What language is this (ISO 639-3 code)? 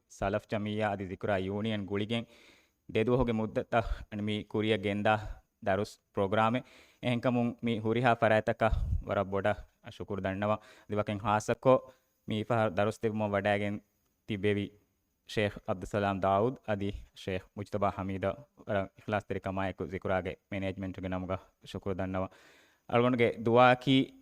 div